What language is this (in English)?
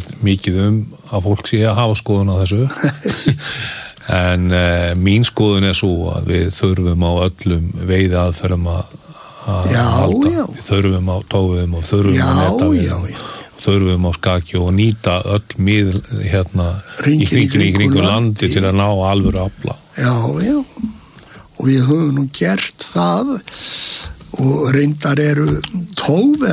Icelandic